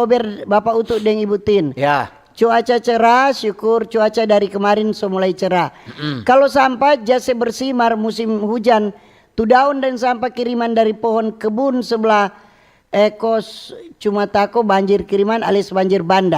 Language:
Manado Malay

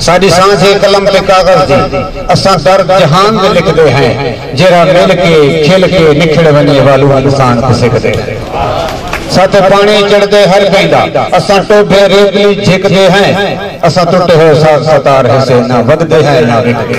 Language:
Saraiki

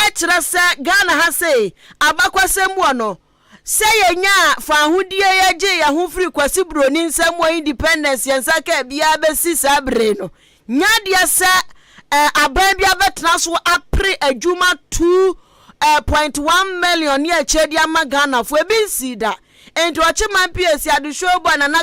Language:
Akan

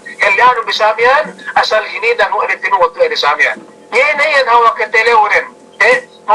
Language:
Yakan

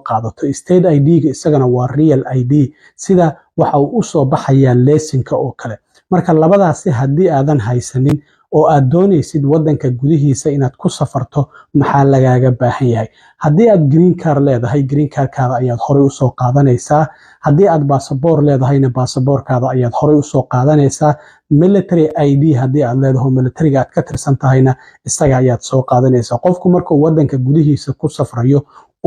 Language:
Somali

